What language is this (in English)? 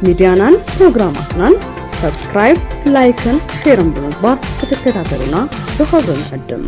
Tigrinya